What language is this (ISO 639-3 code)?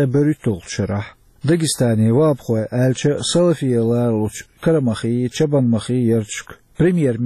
che